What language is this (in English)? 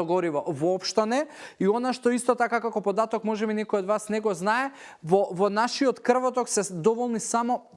Macedonian